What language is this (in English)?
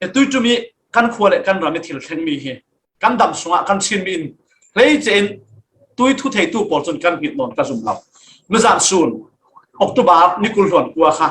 Falam Chin